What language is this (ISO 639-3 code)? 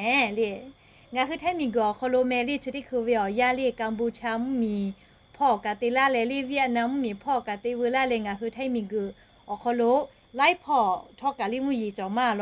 lhu